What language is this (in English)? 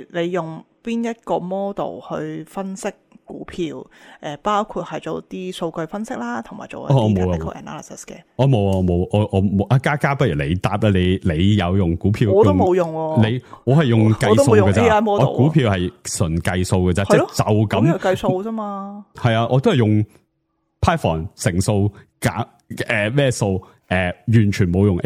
Cantonese